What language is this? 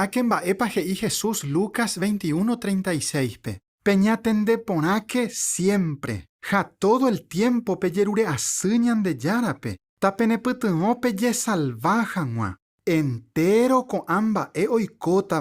Guarani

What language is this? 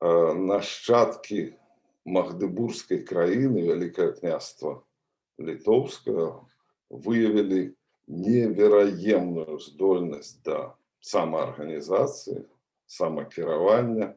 Belarusian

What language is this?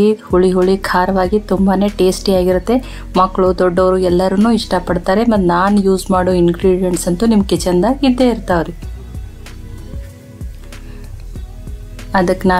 Kannada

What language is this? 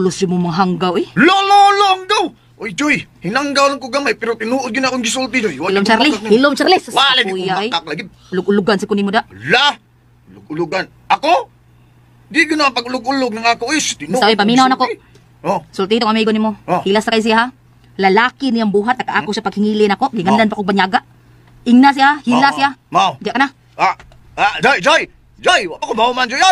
Cebuano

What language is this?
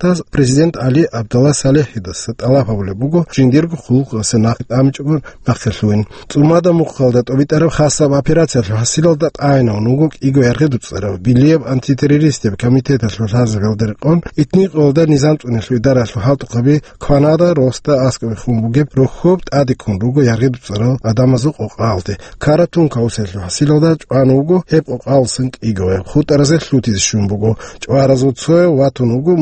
Avaric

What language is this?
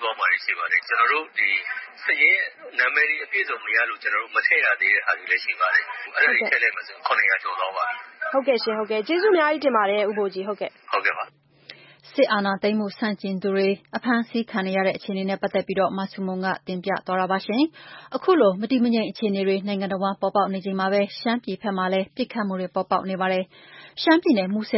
Burmese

